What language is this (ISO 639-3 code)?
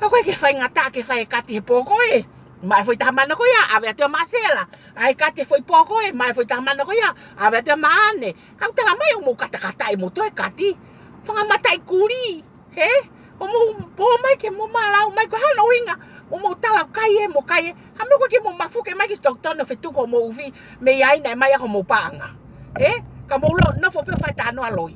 ton